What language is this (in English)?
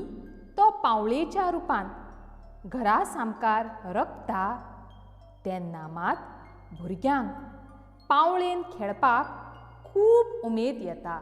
Konkani